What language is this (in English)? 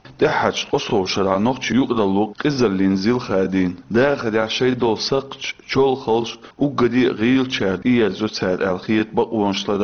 Chechen